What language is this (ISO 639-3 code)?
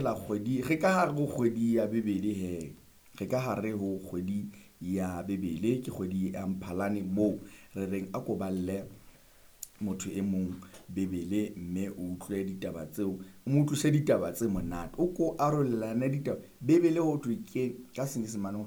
sot